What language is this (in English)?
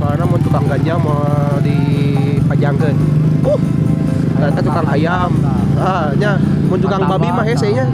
Sundanese